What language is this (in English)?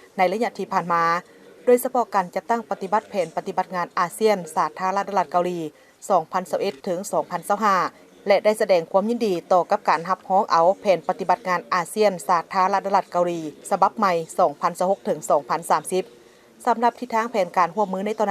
Lao